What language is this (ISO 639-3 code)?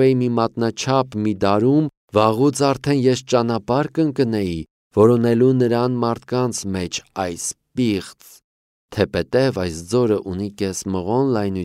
hye